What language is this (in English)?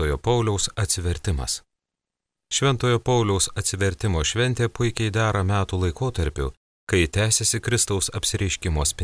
Lithuanian